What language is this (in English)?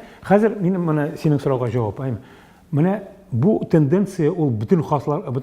Tatar